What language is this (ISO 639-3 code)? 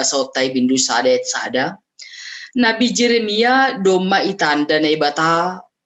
bts